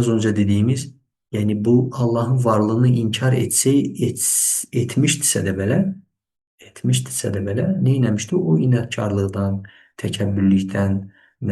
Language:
Azerbaijani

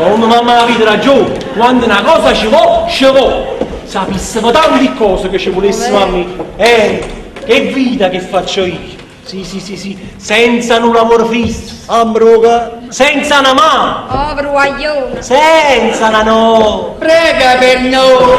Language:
Neapolitan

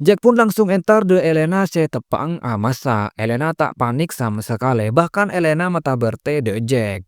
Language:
Madurese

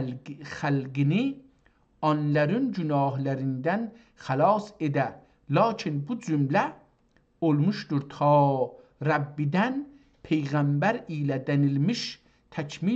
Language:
South Azerbaijani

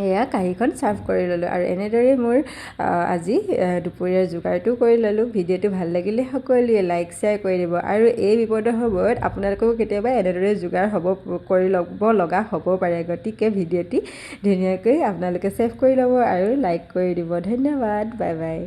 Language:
Assamese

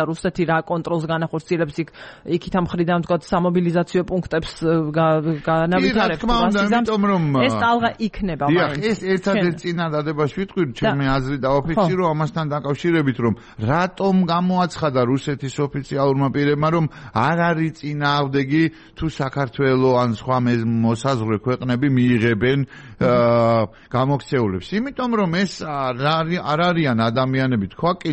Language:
Georgian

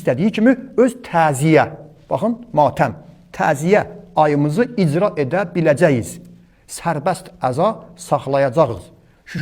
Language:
Azerbaijani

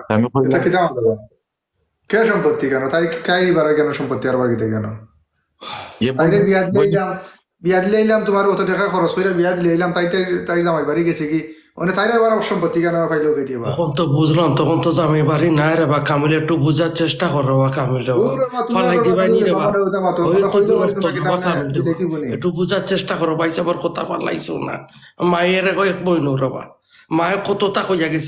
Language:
Sylheti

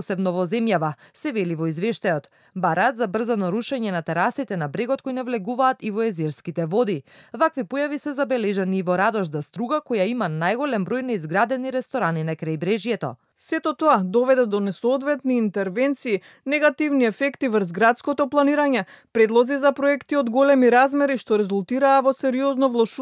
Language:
Macedonian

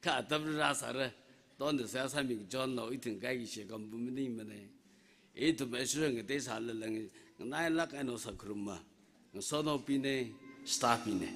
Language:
Tangkhul Naga (India)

